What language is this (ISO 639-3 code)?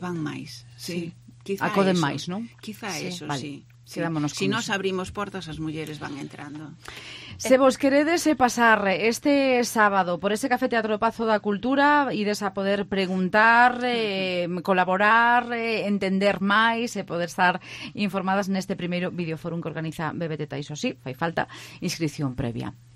glg